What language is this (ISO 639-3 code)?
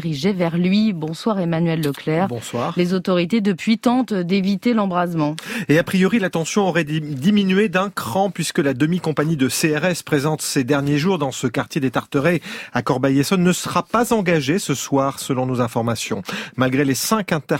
fra